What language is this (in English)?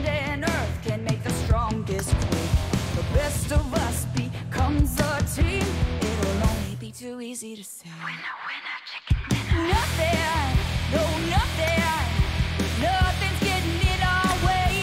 English